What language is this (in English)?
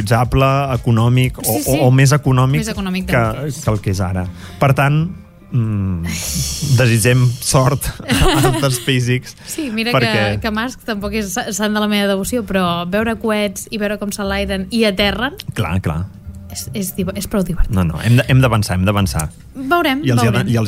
Catalan